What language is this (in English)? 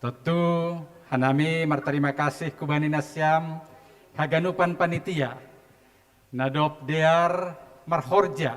Batak Simalungun